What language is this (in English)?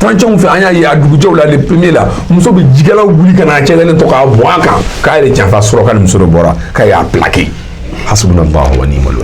Bambara